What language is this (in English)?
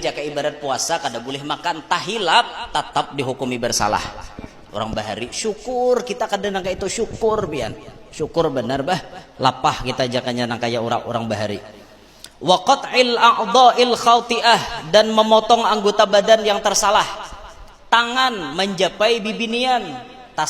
Banjar